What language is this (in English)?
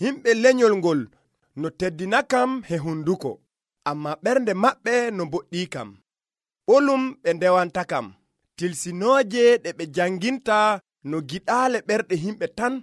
Nigerian Fulfulde